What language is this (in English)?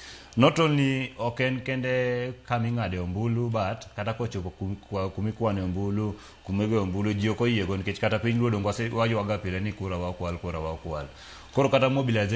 Luo (Kenya and Tanzania)